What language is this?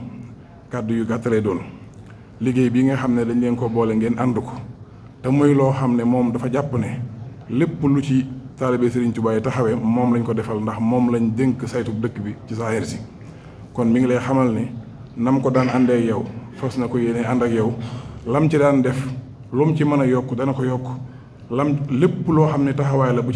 Wolof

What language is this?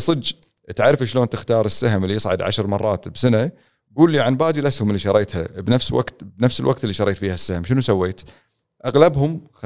Gulf Arabic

